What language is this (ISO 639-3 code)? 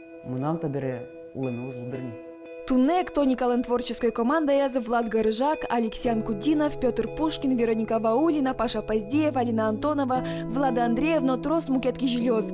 udm